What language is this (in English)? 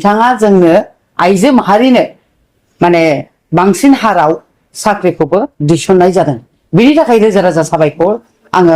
Bodo